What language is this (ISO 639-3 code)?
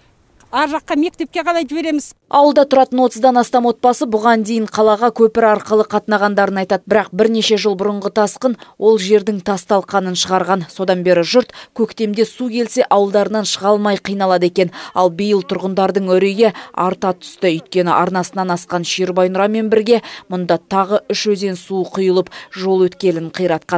kaz